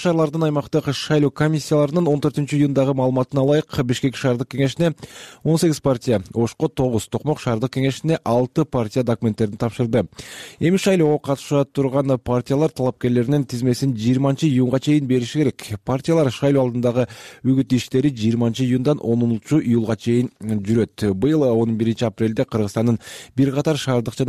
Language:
Kyrgyz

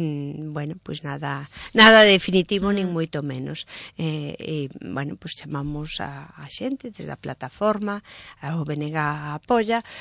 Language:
Galician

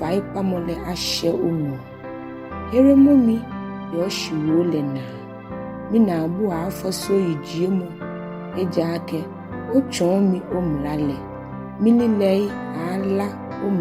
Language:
Ga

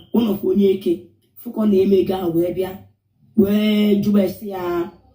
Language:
Igbo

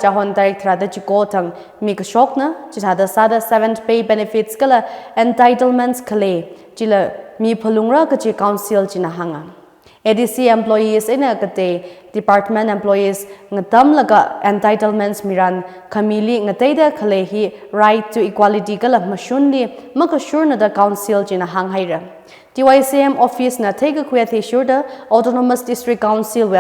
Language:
Tangkhul Naga (India)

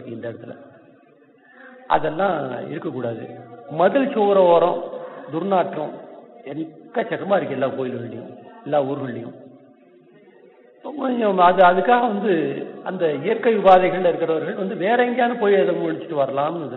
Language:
Tamil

